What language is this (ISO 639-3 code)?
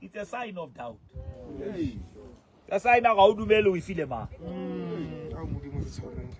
sot